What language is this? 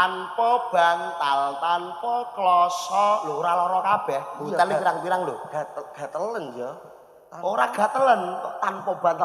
Javanese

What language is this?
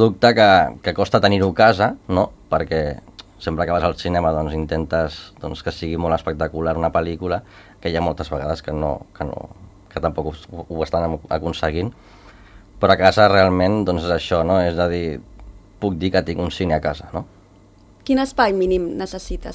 Catalan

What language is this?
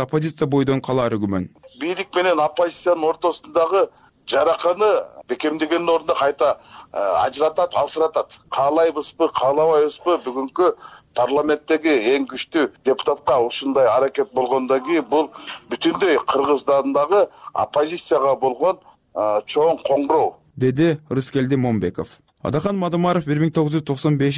Kyrgyz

